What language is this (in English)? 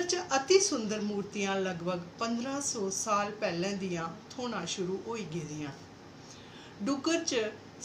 Dogri